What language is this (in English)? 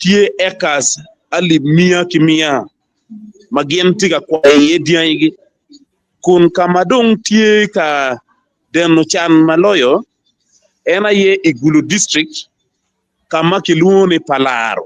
Acoli